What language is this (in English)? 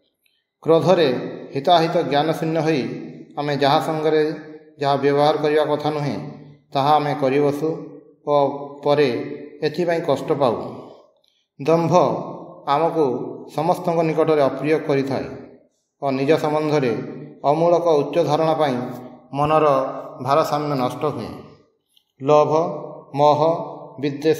Odia